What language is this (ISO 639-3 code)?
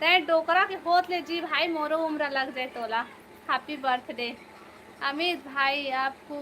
hne